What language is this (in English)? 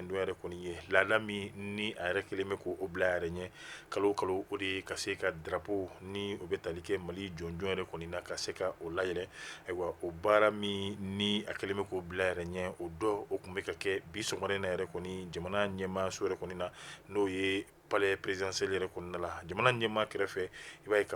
Bambara